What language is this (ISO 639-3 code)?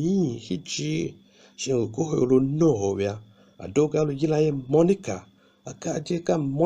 tiv